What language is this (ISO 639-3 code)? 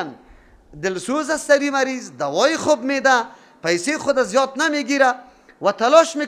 fas